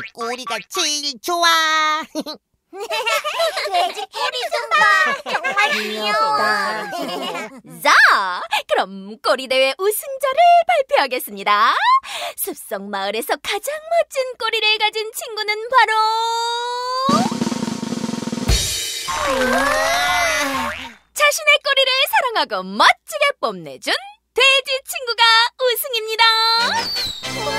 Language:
Korean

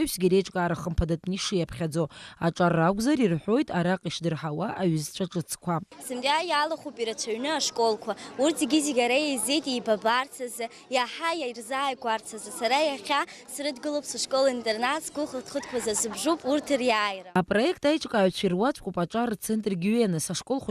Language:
Abkhazian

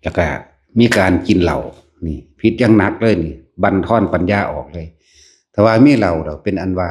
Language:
Lao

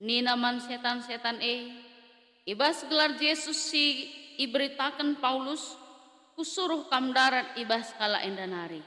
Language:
Batak Karo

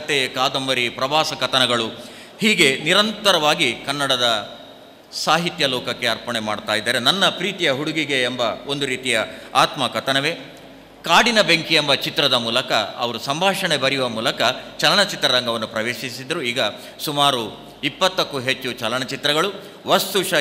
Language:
Kannada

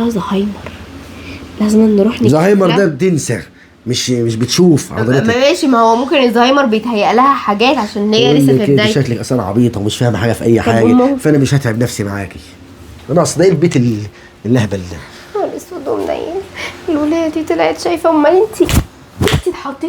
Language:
Egyptian Arabic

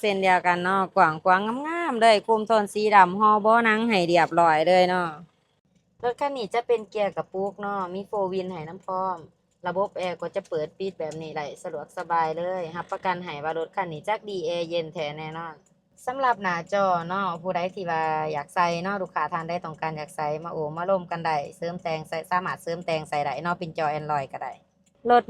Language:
Lao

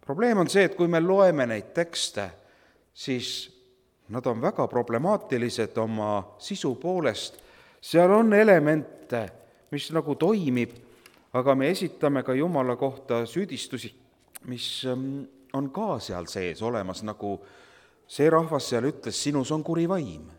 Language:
Estonian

